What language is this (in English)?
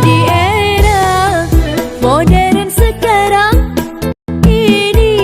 Banjar